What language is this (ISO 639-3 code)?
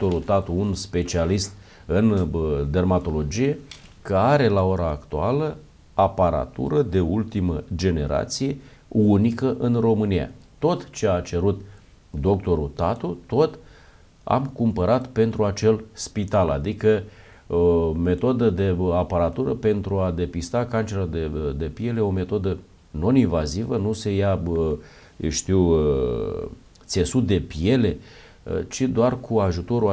ron